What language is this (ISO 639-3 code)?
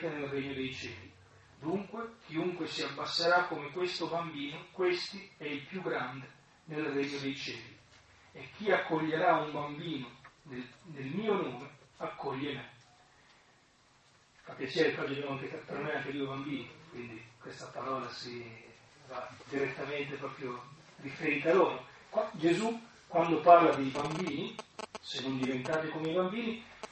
ita